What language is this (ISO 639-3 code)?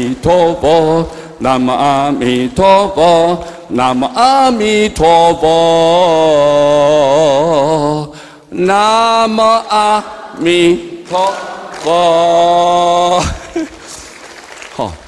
nan